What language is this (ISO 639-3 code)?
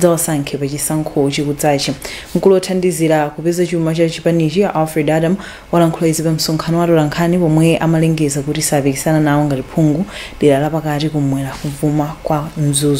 nya